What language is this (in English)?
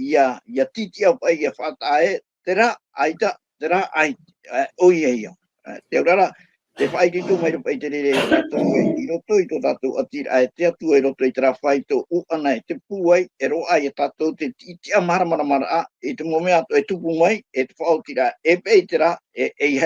Tahitian